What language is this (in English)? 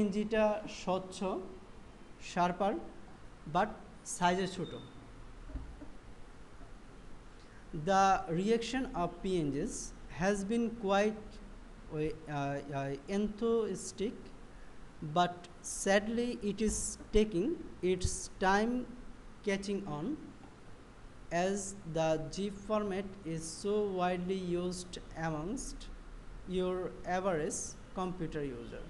Bangla